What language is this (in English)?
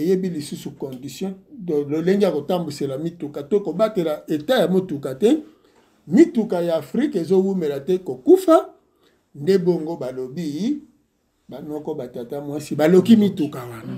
Lingala